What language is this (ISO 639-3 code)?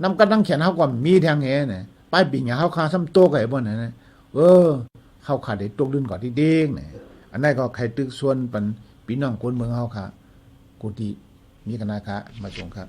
shn